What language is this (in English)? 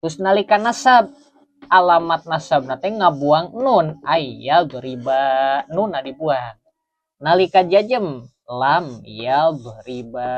Sundanese